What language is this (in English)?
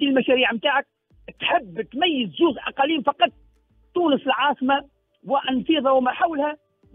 Tunisian Arabic